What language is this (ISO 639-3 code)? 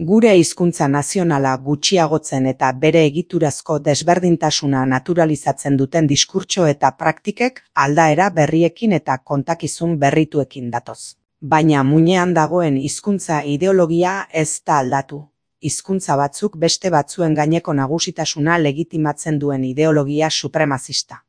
eus